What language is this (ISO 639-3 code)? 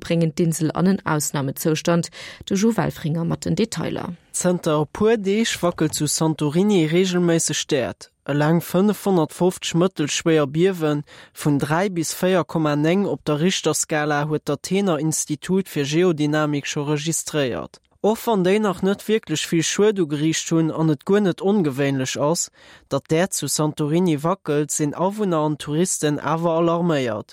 ltz